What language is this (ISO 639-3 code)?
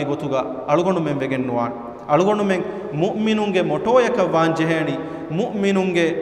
div